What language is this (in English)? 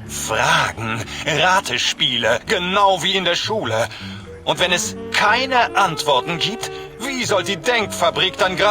Bavarian